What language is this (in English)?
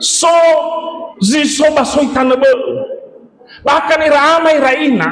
Nias